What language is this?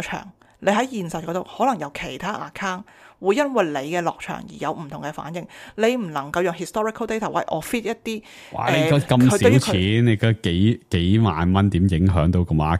Cantonese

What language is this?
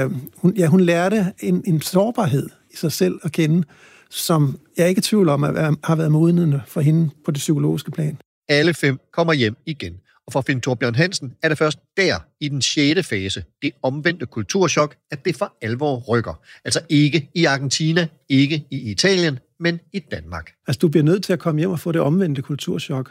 Danish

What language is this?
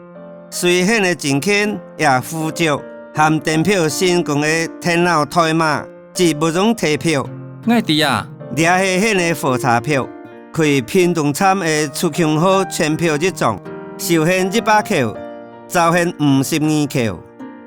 Hakka Chinese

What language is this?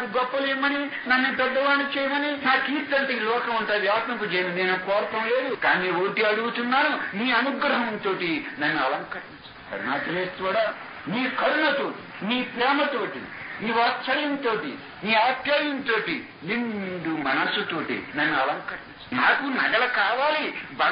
Telugu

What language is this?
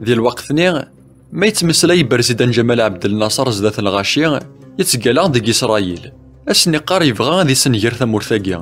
Kabyle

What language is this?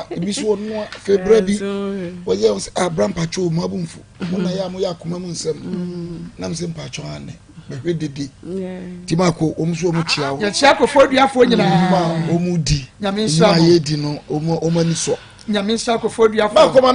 Akan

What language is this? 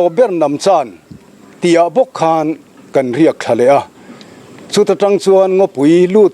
Mizo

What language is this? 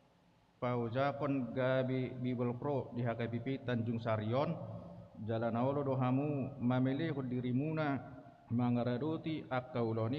Batak Toba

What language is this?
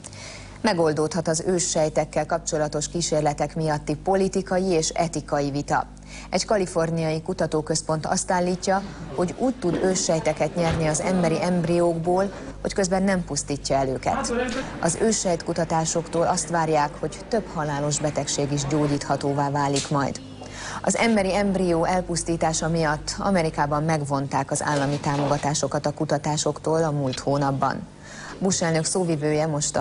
Hungarian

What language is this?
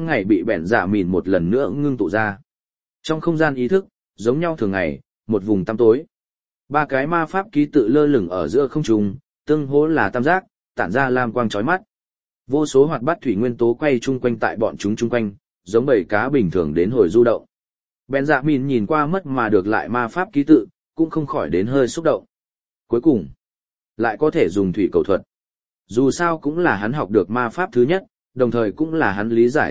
Vietnamese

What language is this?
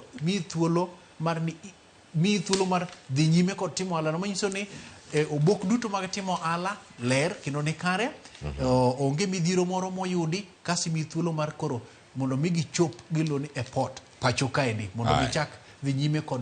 Luo (Kenya and Tanzania)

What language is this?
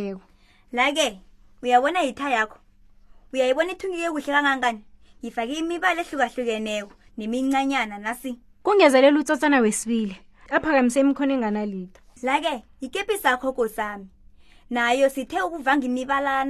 South Ndebele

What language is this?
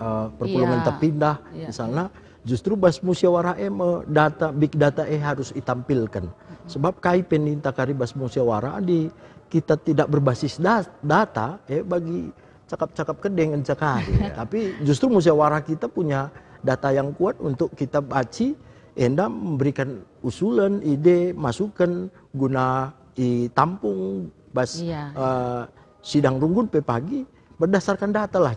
Batak Karo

